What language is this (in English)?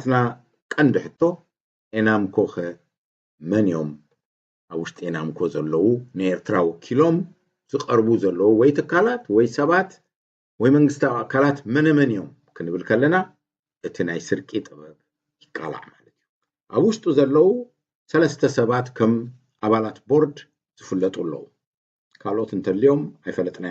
Tigrinya